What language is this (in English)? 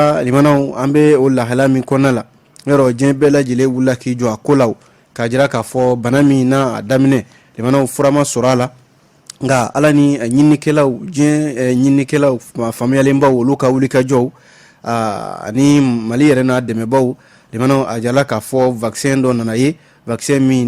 Bambara